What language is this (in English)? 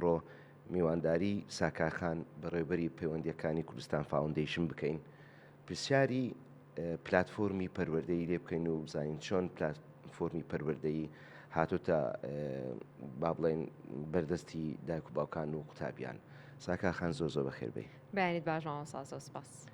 Central Kurdish